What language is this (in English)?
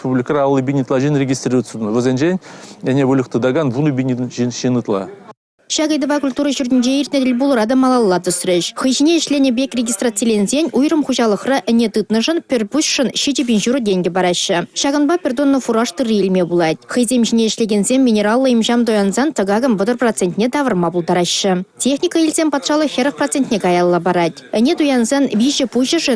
Chuvash